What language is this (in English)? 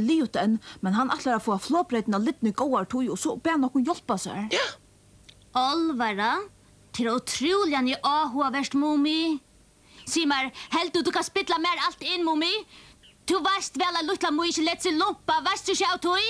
Faroese